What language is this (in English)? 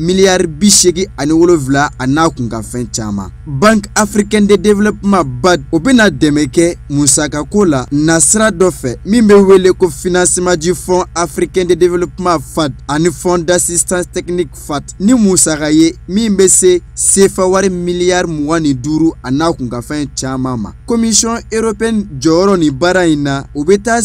Bambara